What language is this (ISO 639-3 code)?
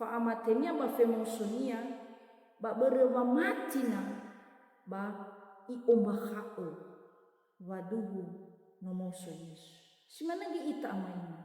nia